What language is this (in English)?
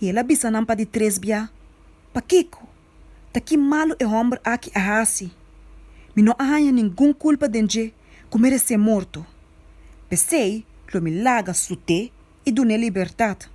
Papiamento